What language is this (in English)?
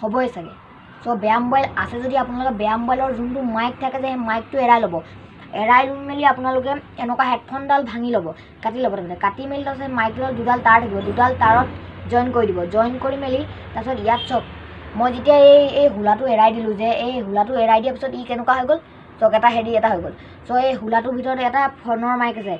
Assamese